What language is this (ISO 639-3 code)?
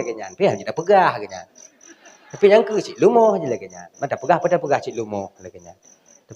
ace